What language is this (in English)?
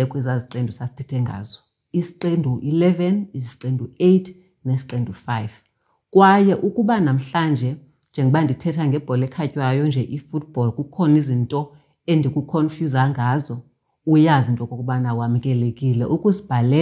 Xhosa